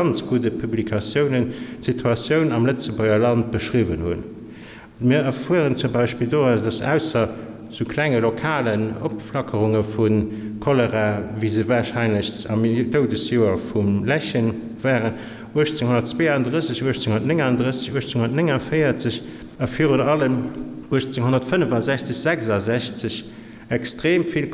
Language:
Luxembourgish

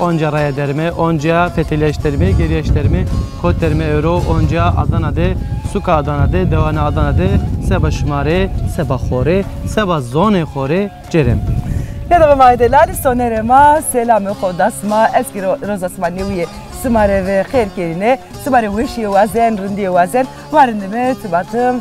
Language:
Zaza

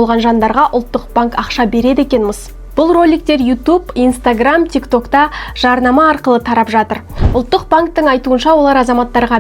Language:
Kazakh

